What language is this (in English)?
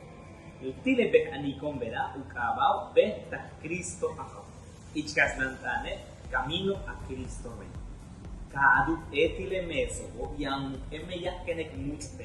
Yucateco